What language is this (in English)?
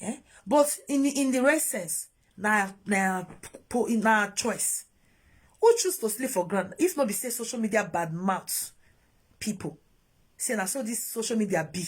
Nigerian Pidgin